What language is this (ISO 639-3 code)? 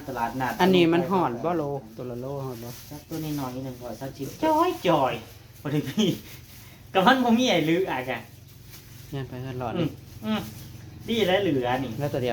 tts